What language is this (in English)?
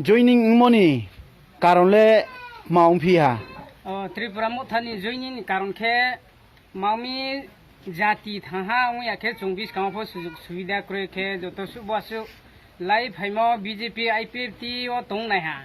Kok Borok